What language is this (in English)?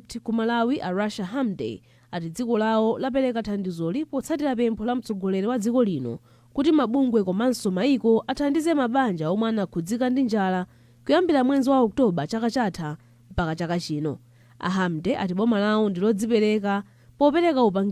Nyanja